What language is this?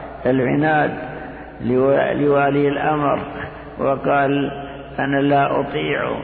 Arabic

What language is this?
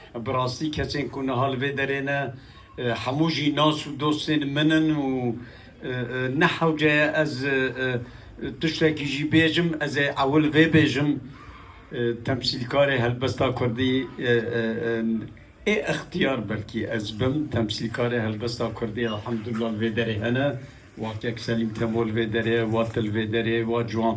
Kurdish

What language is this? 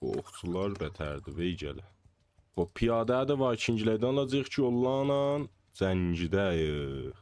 South Azerbaijani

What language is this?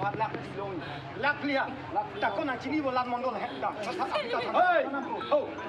Karbi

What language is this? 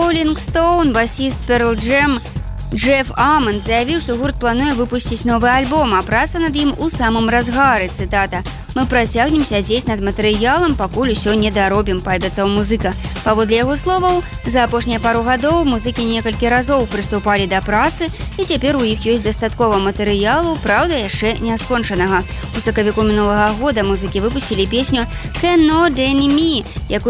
Belarusian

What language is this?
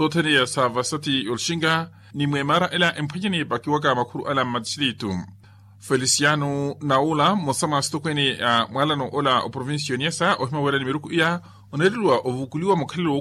Makhuwa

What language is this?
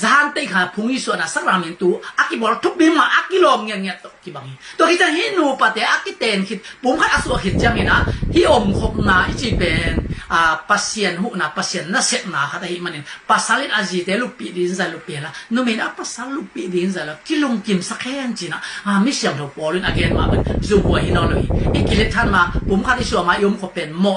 Tedim Chin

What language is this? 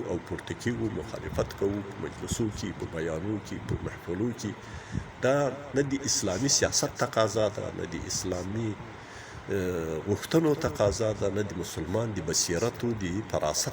Pashto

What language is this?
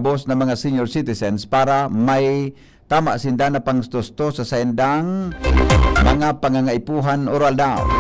Bikol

